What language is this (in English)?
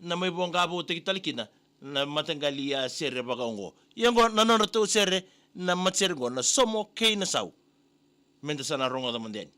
Fijian